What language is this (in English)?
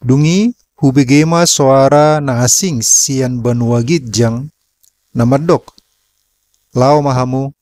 Batak Toba